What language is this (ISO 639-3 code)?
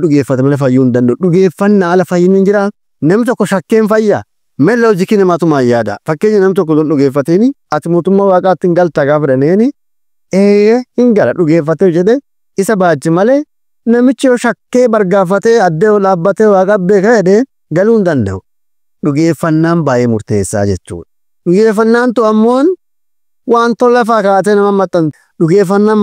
orm